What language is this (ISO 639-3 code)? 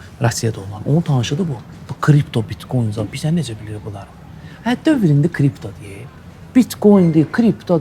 aze